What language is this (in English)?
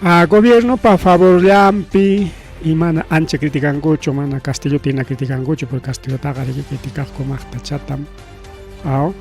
Ayacucho Quechua